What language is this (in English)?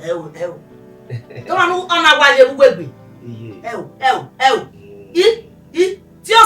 Bini